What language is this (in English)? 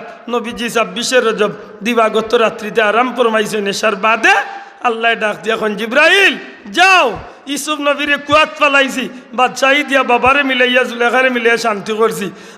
Sylheti